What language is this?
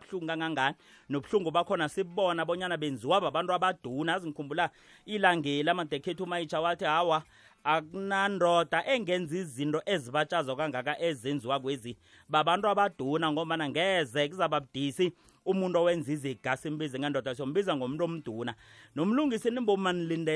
South Ndebele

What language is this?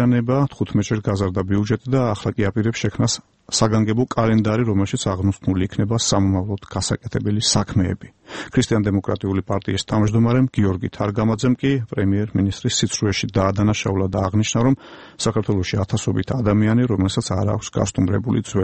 Georgian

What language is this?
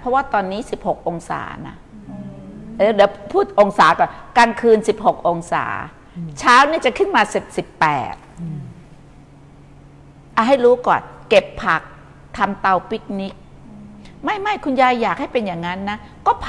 Thai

